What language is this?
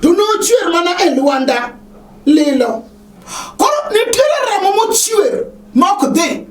Luo (Kenya and Tanzania)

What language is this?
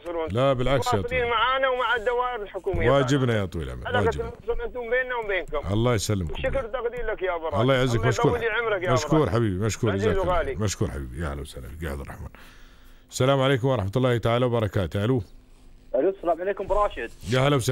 Gulf Arabic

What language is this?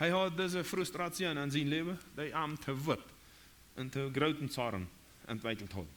Plautdietsch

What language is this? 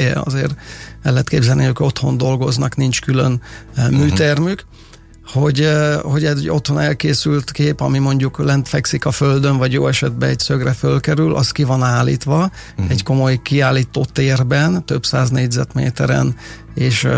Hungarian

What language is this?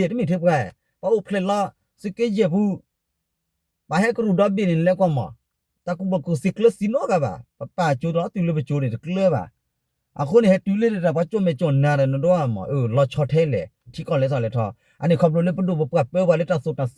S'gaw Karen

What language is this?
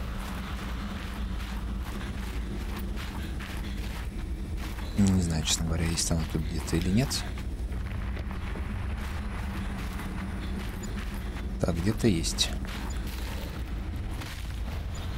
Russian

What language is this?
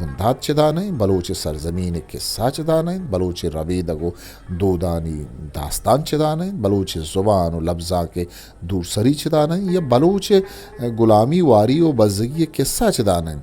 Eastern Balochi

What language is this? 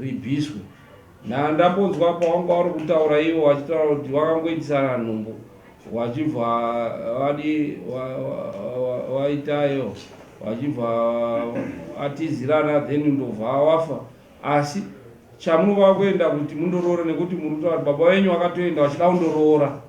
Shona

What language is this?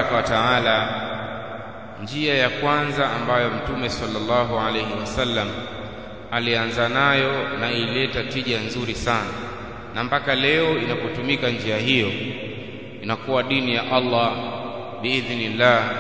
Swahili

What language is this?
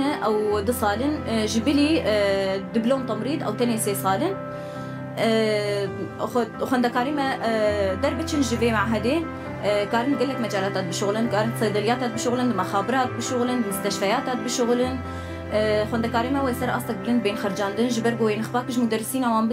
Kurdish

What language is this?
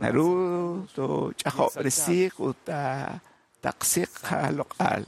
Kekchí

